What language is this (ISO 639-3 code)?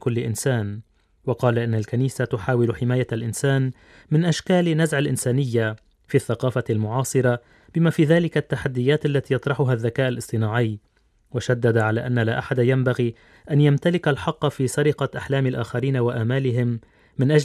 ara